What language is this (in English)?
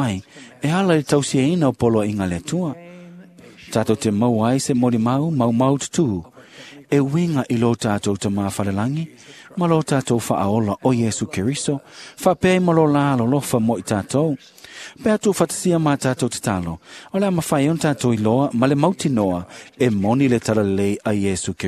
Samoan